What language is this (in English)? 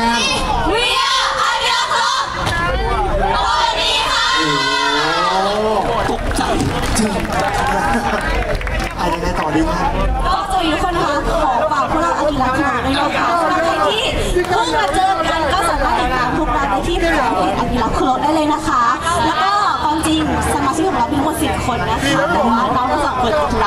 Thai